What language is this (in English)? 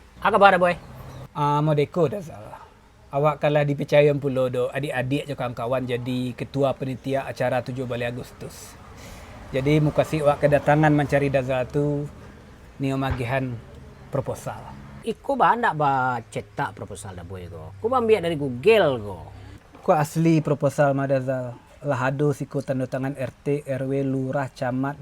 Minangkabau